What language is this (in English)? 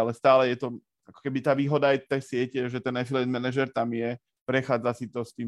Slovak